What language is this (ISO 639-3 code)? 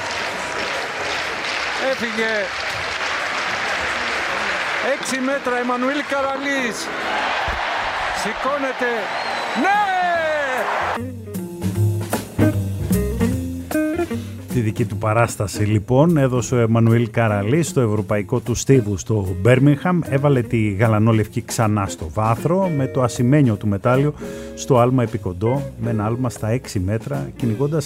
ell